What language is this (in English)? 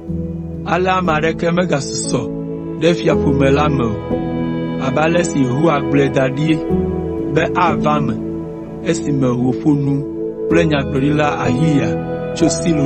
Ewe